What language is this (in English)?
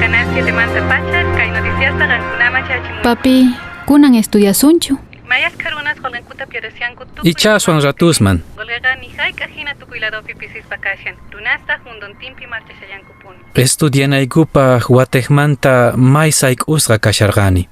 Quechua